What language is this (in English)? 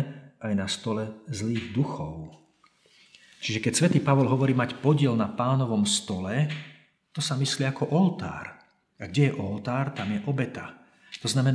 Slovak